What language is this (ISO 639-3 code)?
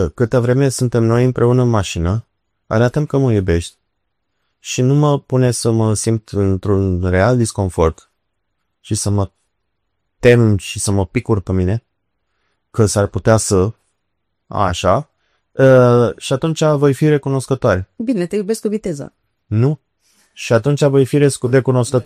ron